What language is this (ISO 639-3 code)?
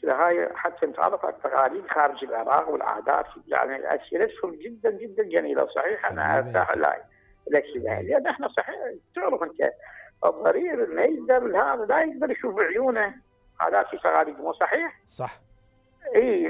acm